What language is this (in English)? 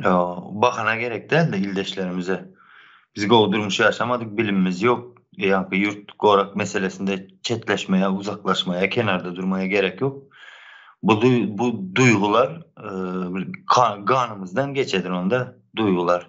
Turkmen